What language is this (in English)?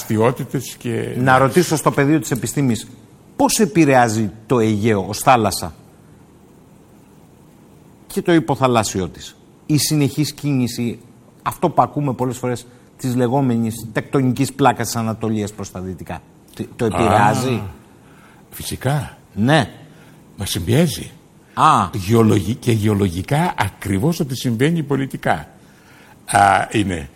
Greek